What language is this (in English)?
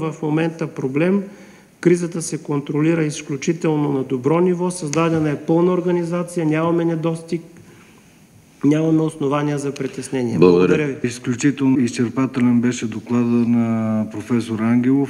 Bulgarian